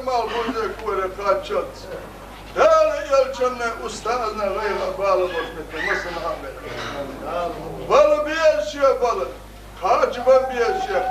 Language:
Chechen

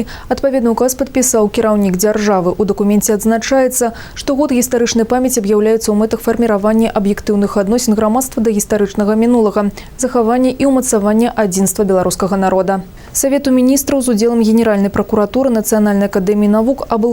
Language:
Belarusian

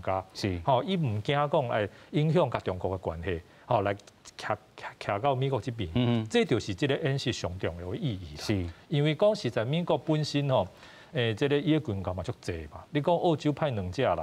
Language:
Min Nan Chinese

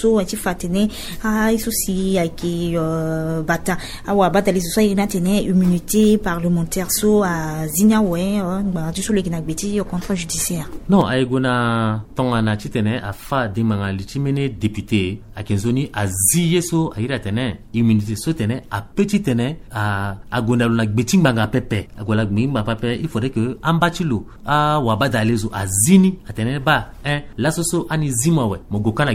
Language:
Sango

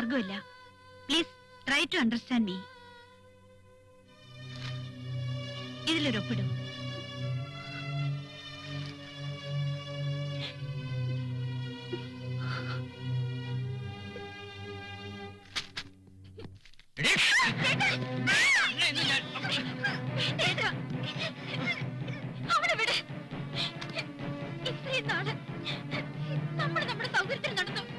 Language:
Malayalam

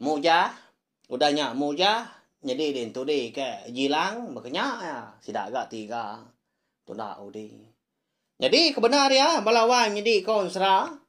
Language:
Iban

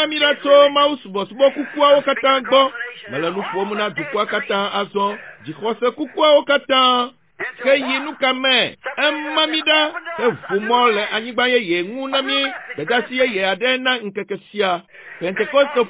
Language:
Ewe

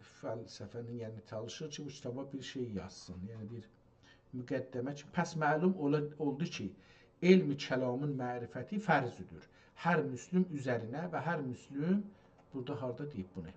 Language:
South Azerbaijani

